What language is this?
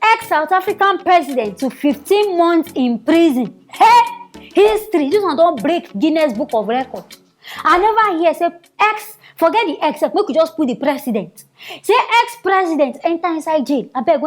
Nigerian Pidgin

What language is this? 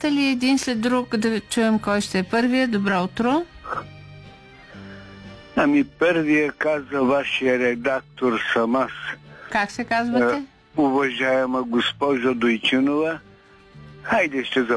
Bulgarian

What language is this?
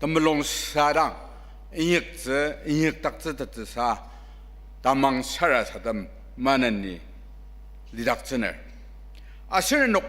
Ao Naga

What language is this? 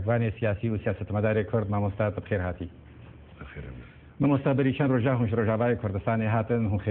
Kurdish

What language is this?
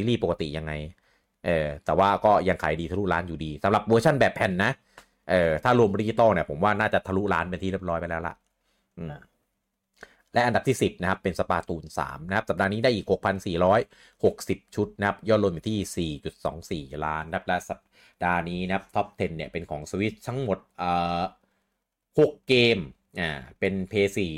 Thai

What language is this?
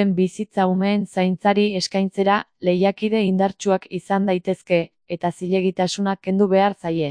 Basque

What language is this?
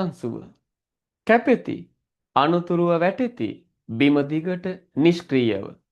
Sinhala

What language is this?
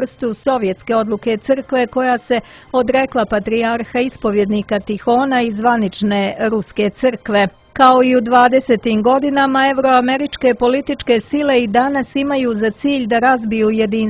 Serbian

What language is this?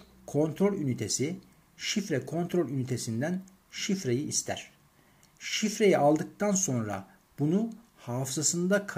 Turkish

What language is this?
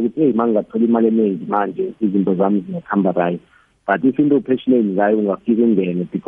South Ndebele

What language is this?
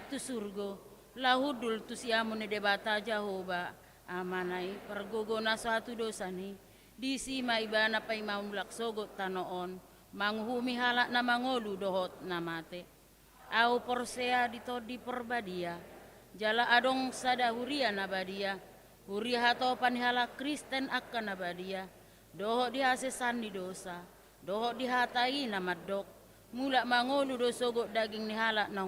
Batak Toba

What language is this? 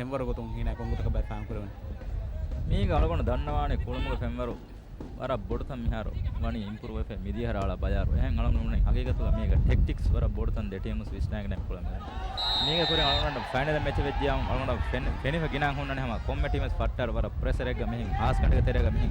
Divehi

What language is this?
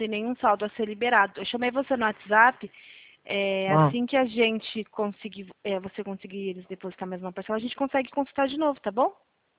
Portuguese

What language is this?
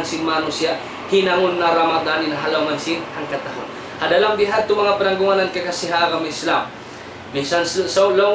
Tausug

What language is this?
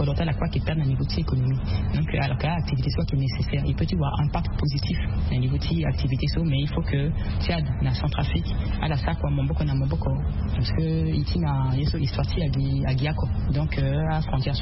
Sango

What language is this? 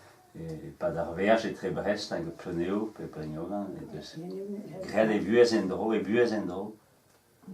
Breton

